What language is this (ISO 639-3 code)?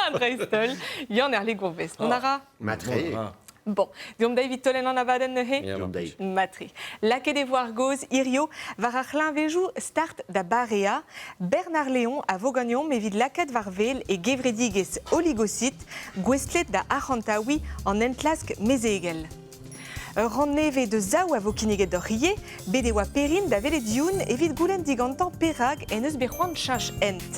bre